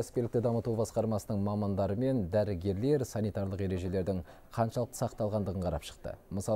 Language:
Kazakh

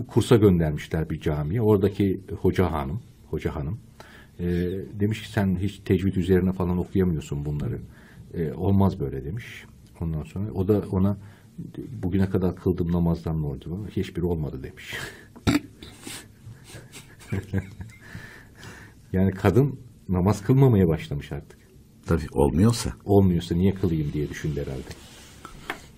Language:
Turkish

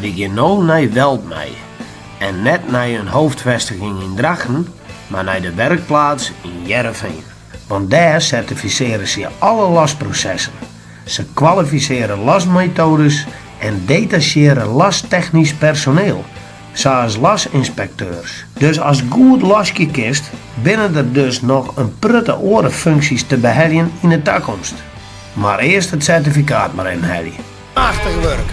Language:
Western Frisian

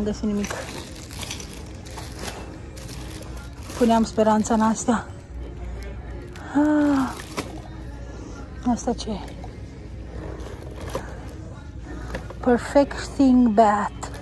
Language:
Romanian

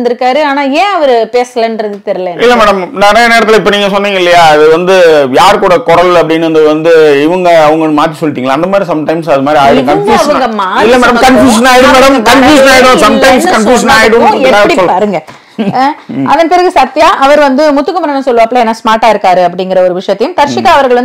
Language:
Tamil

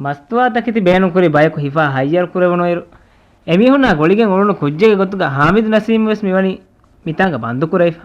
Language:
Divehi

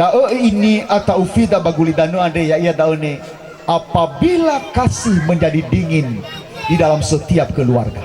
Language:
Nias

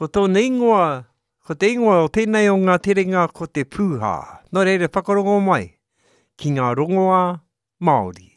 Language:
Māori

